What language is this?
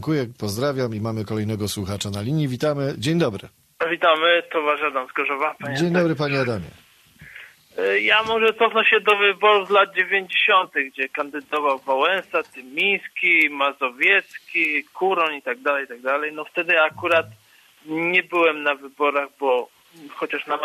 Polish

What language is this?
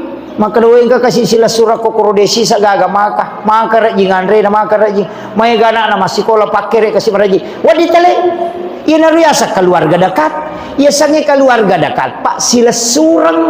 Buginese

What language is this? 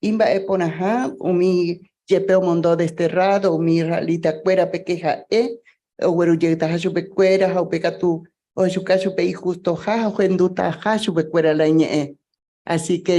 Guarani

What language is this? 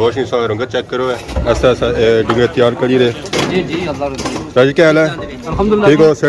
Pahari-Potwari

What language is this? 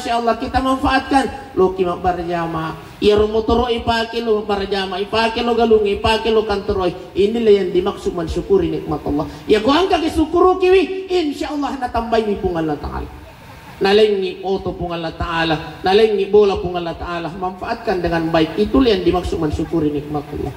Buginese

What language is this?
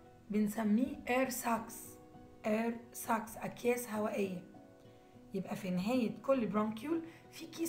Egyptian Arabic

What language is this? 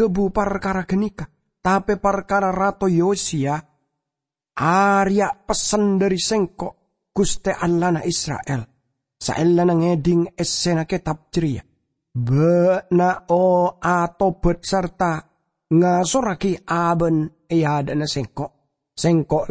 Madurese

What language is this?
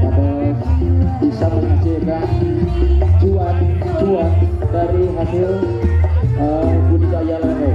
Sundanese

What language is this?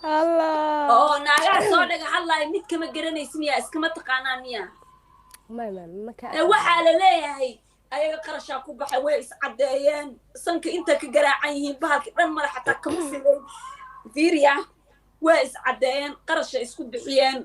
Somali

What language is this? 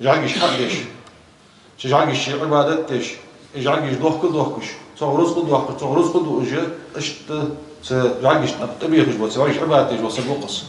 Ingush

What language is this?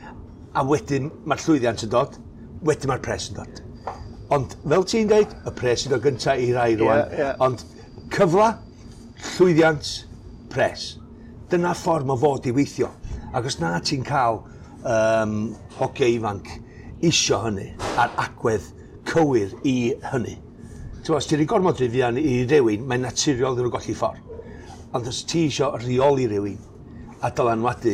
Welsh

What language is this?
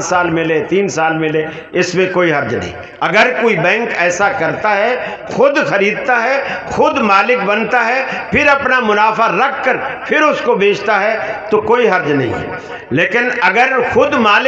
Urdu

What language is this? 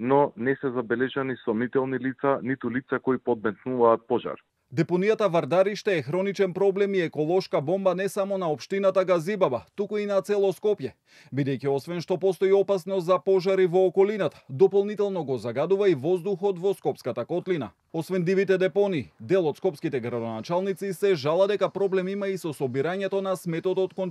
Macedonian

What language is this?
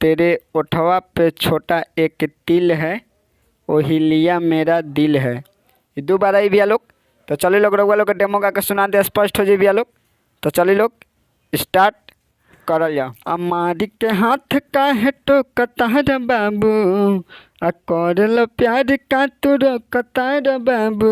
Bhojpuri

